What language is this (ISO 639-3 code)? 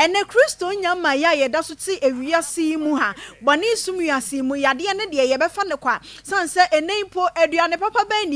aka